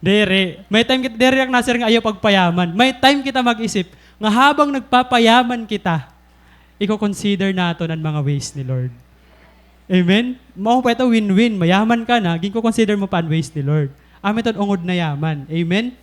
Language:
Waray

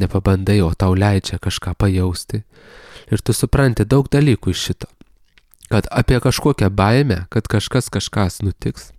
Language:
Lithuanian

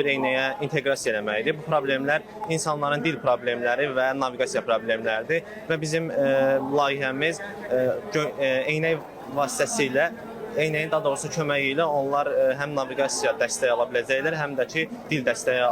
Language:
Azerbaijani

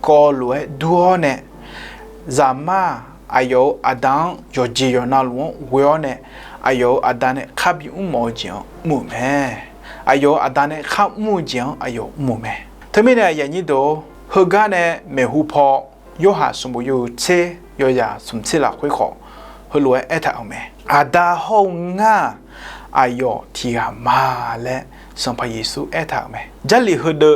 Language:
Akha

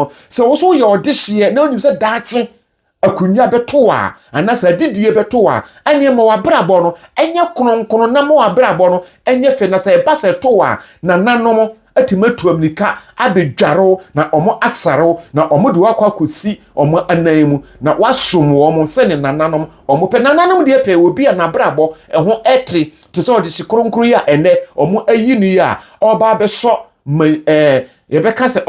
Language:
Akan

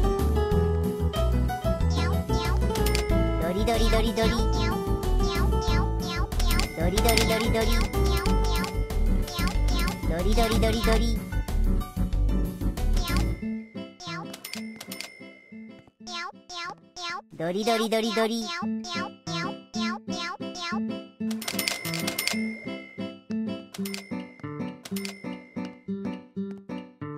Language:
Japanese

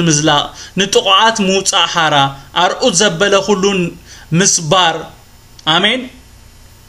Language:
Tigrinya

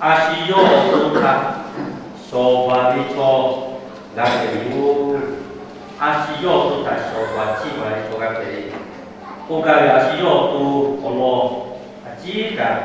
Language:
Lahu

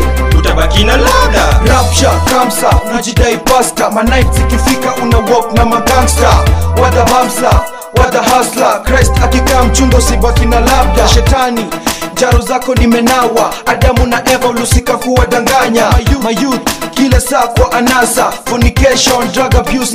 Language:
Swahili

